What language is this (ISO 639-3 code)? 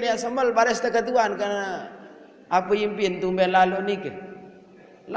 sas